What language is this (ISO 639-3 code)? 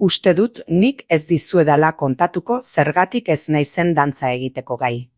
eus